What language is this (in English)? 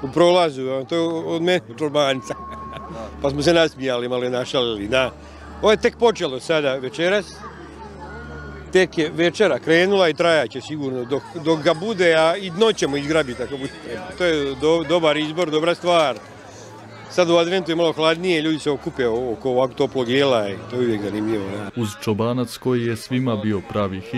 Croatian